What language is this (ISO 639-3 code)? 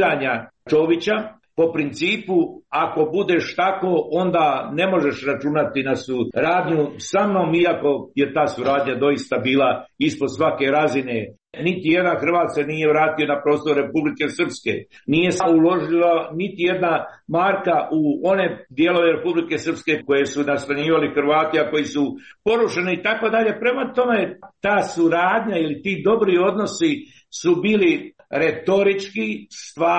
hrv